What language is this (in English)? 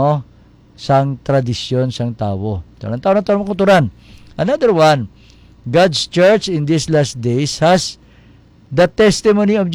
Hiligaynon